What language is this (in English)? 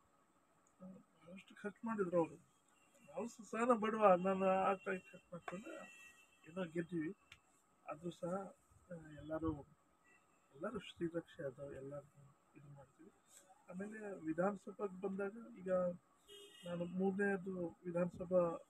Kannada